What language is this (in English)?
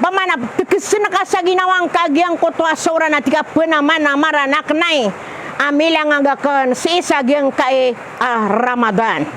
Maranao